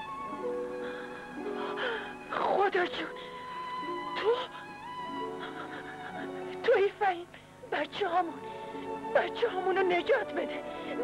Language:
Persian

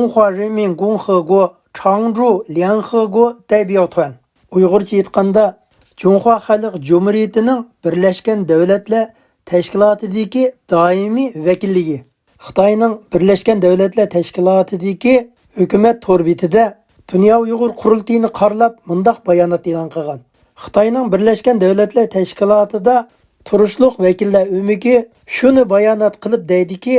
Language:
Uyghur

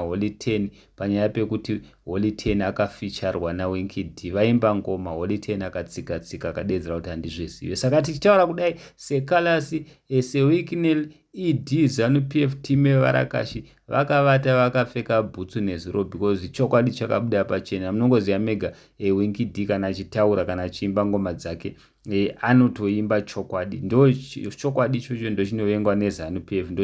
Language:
Shona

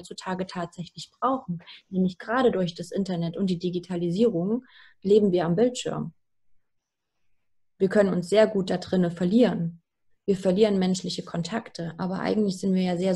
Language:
German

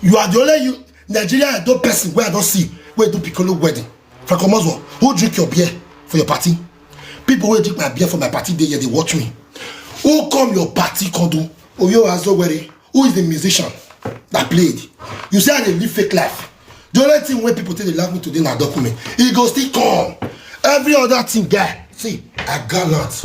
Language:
Nigerian Pidgin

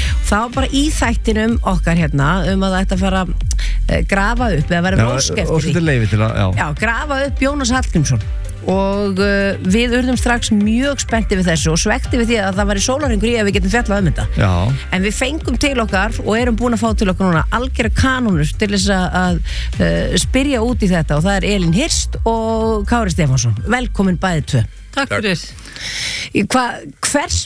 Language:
Icelandic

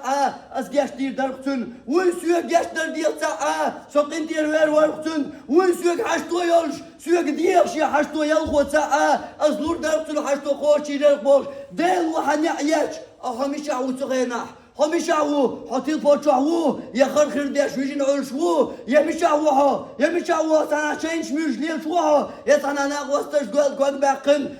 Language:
Chechen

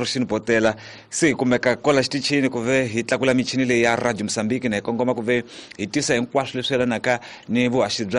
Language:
Tsonga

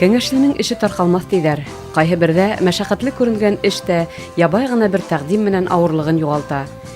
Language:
Bashkir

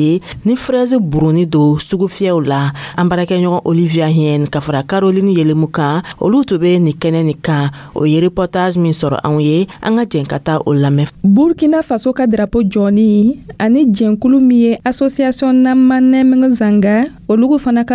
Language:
Dyula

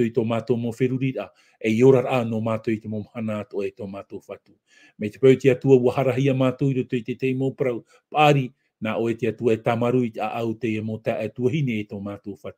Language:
Tahitian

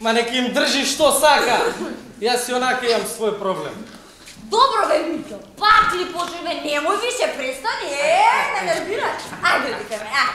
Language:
Macedonian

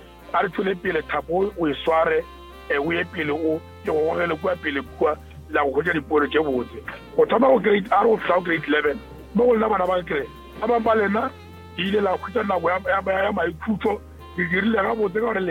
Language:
Northern Sotho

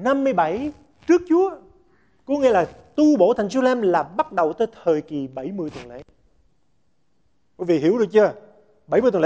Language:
Vietnamese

